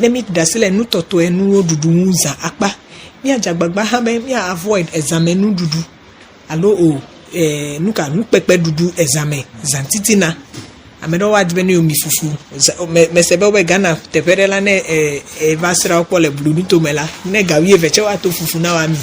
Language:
Ewe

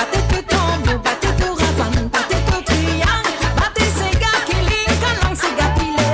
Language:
Morisyen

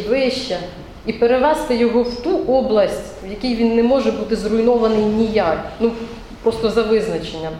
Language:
Ukrainian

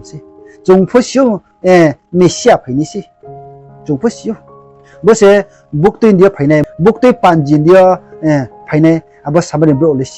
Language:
Riang (India)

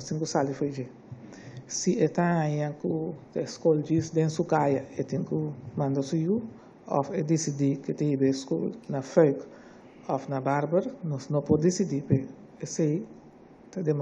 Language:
Papiamento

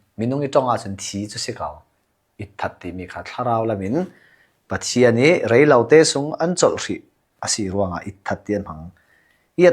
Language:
Hakha Chin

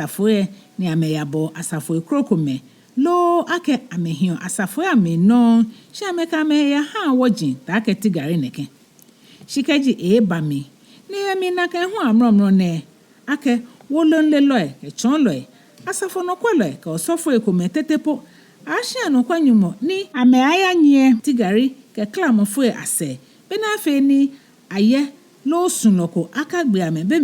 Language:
Ga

